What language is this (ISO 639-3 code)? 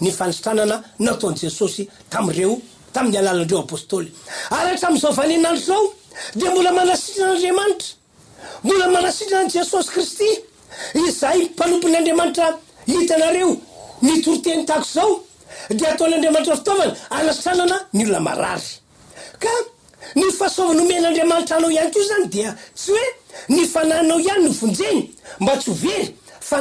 mlg